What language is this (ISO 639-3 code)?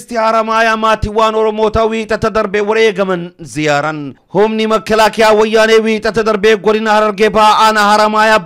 orm